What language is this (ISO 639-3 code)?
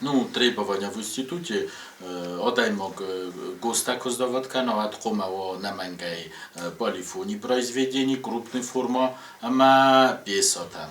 oss